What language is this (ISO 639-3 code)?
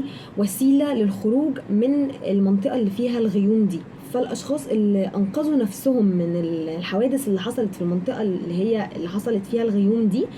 arz